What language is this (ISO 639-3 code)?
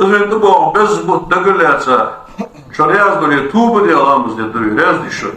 inh